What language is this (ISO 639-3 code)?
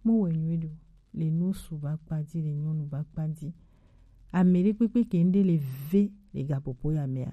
gej